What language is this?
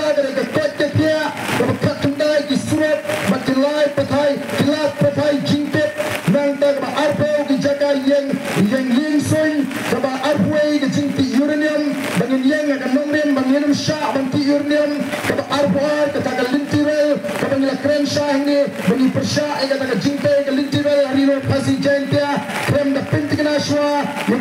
Khasi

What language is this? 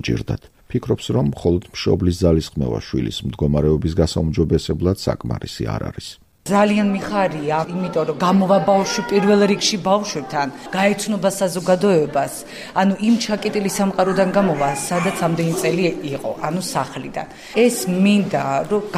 Georgian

